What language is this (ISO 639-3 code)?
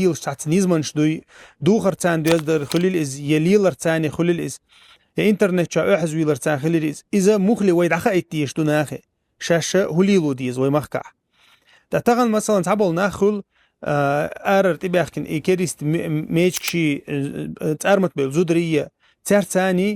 che